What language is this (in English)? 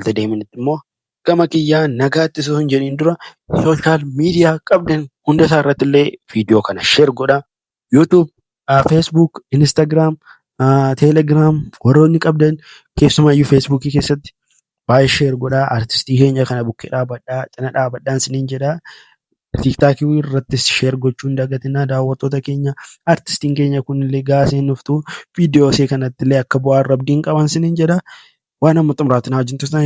Oromo